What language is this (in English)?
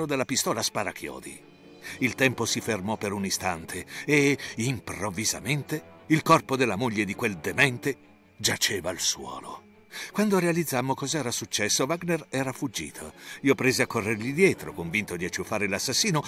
Italian